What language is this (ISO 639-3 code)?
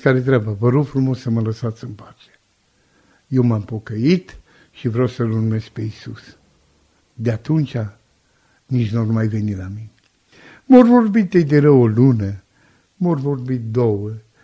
ron